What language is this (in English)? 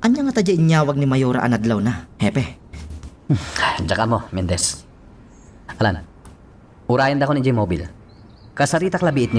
Iloko